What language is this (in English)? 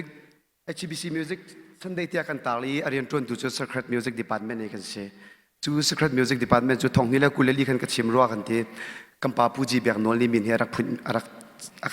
Hakha Chin